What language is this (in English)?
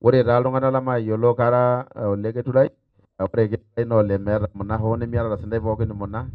Masai